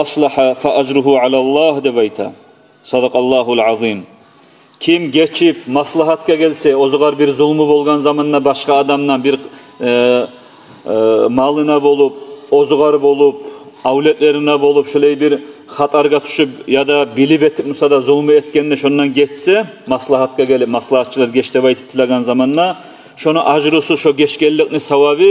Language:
Kumyk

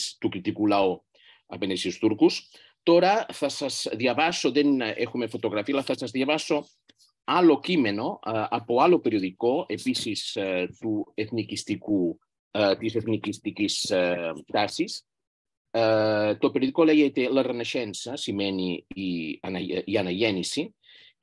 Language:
Greek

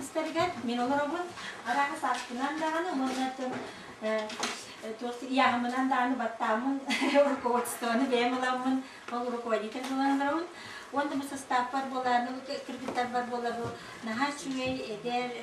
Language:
Yakut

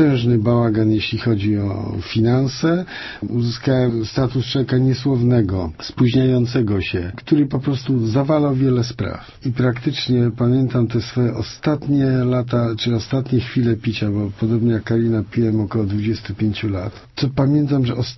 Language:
Polish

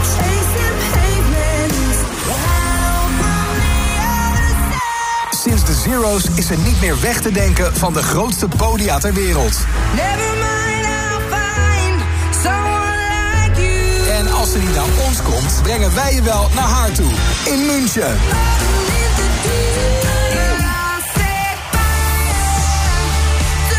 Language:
Dutch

